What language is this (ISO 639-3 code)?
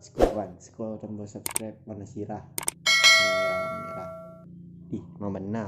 min